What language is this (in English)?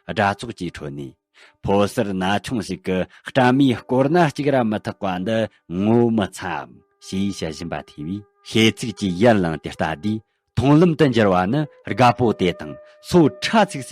Tibetan